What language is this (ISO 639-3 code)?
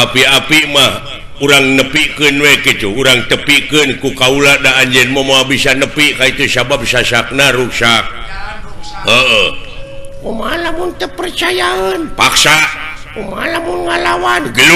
sun